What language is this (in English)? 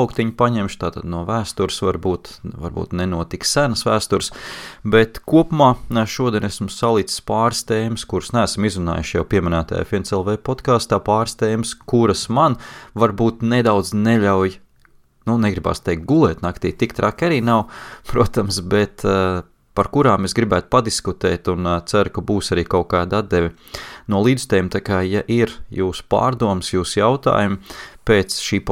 Latvian